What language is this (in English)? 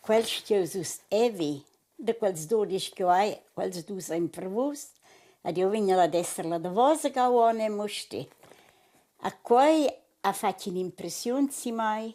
Romansh